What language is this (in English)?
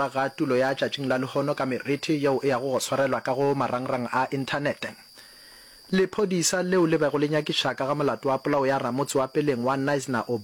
Northern Sotho